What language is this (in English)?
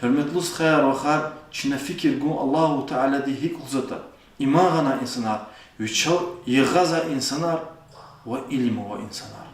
Lezghian